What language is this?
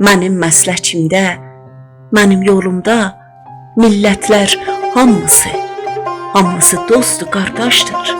South Azerbaijani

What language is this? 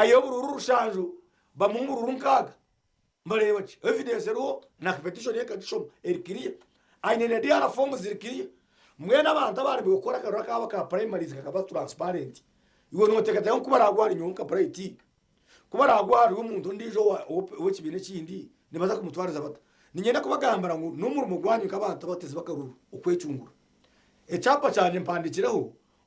Nyankole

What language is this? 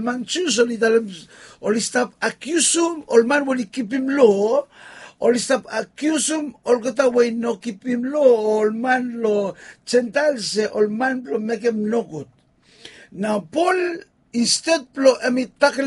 Bislama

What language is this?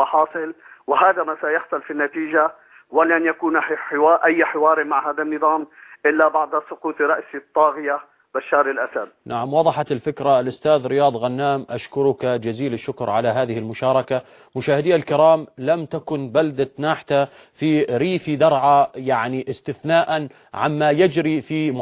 Arabic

